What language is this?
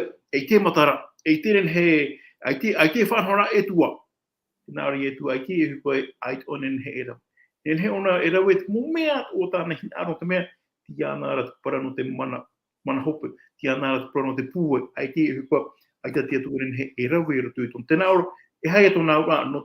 Tahitian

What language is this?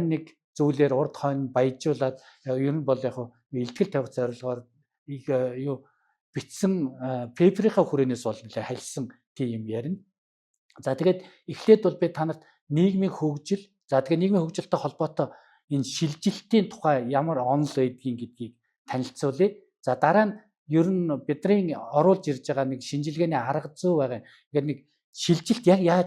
Mongolian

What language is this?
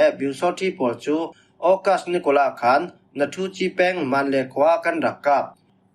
Falam Chin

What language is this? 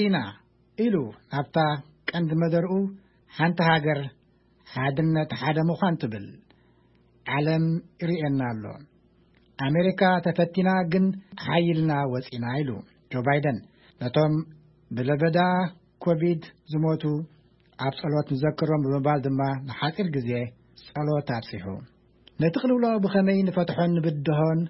Tigrinya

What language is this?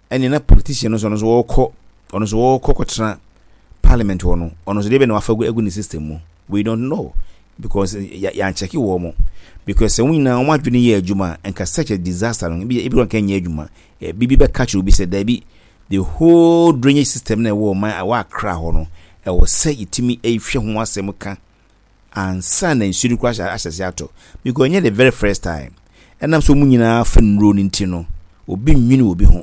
Akan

